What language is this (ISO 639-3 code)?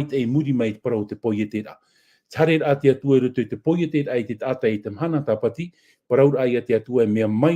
tah